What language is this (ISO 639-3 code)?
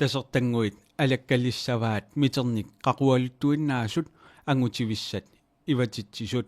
kal